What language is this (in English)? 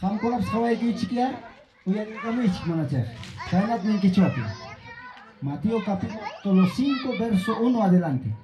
Ayacucho Quechua